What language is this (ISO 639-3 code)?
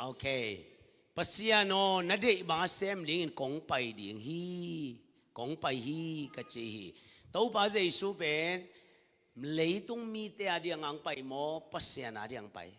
ctd